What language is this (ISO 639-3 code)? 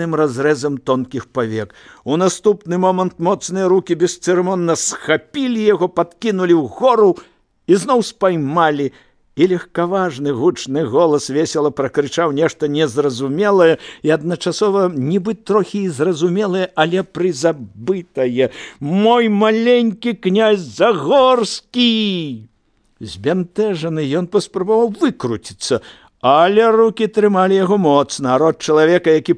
bel